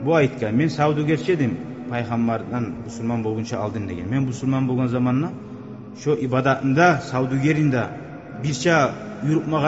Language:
Kumyk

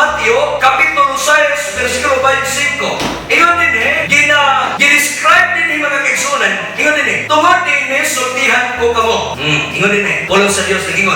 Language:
Cebuano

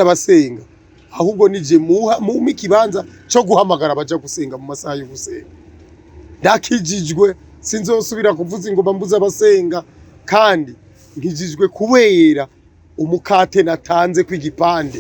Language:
Rundi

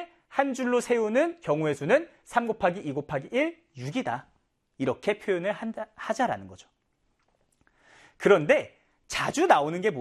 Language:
Korean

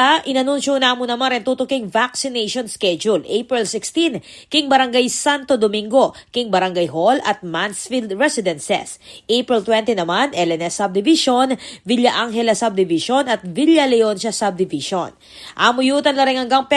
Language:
Pampanga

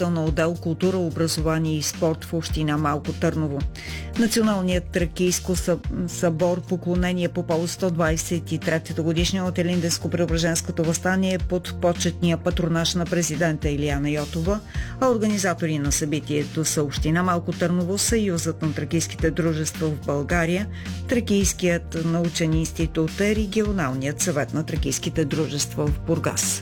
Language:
Bulgarian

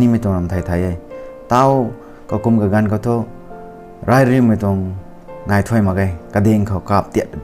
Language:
Rongmei Naga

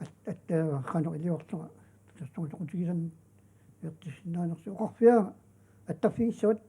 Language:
Kalaallisut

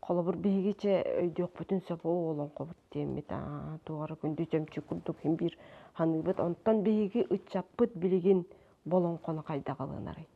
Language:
Yakut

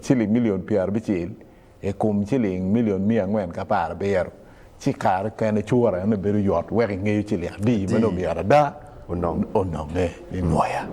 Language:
Acoli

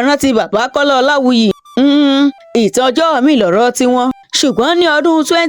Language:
Yoruba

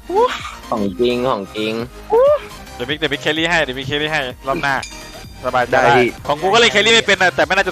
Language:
Thai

